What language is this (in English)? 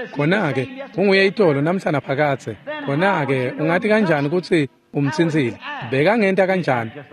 Swati